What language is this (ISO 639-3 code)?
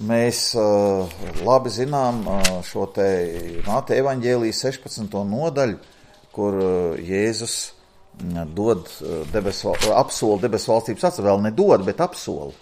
lav